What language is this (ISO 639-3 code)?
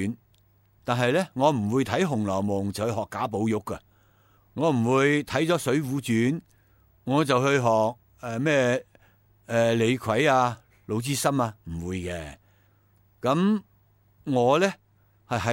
yue